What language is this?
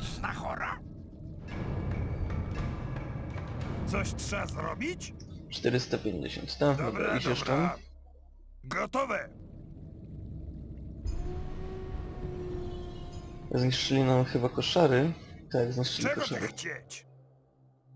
Polish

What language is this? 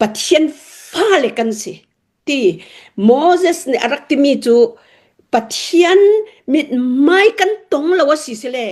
Hakha Chin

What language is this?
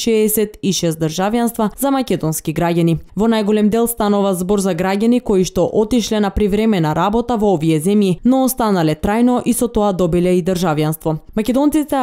Macedonian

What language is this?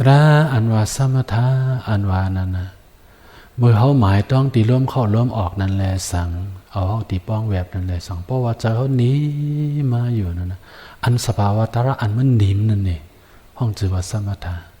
Shan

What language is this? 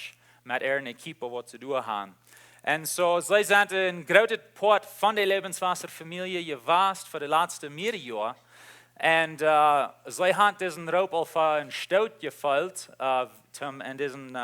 Plautdietsch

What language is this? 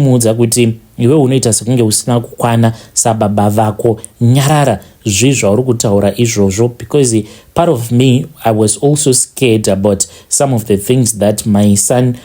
Shona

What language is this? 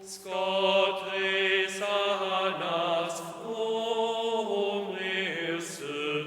Upper Sorbian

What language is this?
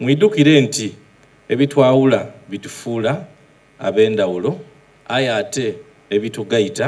Soga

